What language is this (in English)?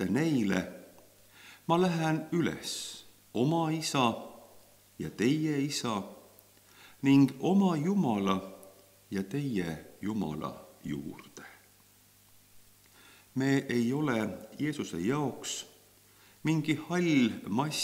Estonian